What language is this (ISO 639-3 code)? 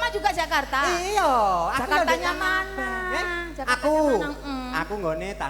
jav